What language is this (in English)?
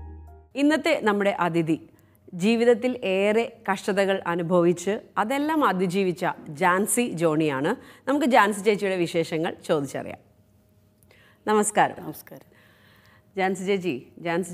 Malayalam